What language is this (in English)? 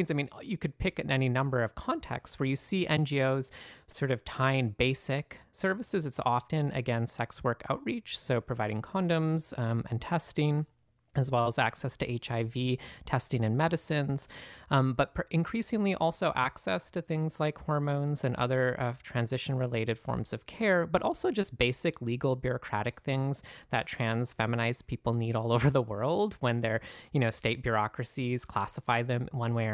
English